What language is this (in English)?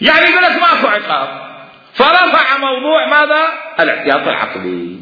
Mesopotamian Arabic